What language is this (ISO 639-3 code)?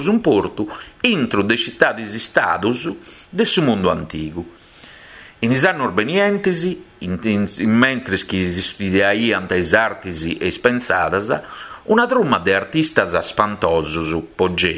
srd